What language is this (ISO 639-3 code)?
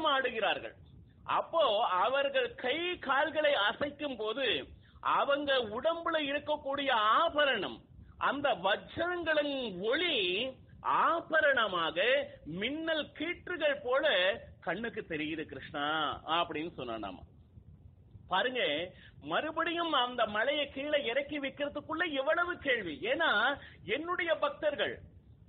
tam